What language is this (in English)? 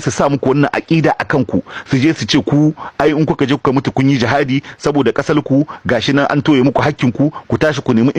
Hausa